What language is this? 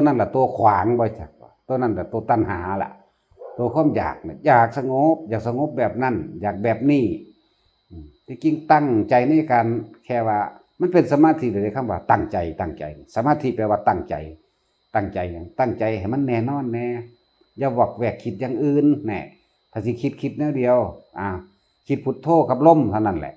Northeastern Thai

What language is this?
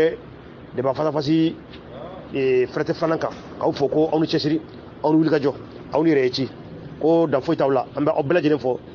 Bambara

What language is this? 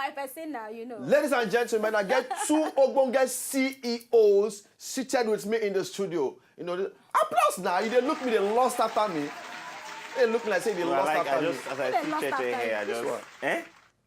Nigerian Pidgin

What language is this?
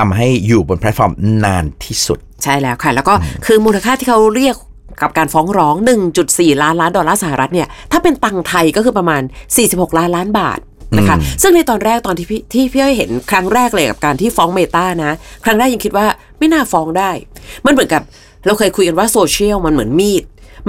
Thai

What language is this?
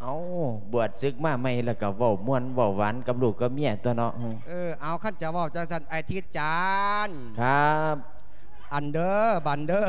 Lao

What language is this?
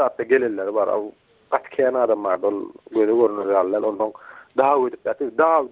Turkmen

